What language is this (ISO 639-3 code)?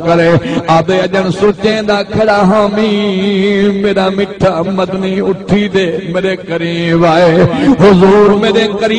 skr